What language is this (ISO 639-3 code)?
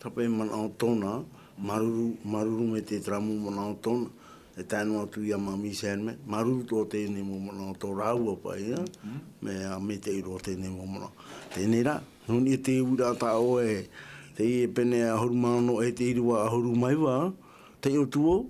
tah